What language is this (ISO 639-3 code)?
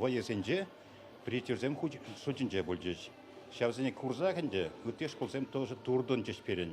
chv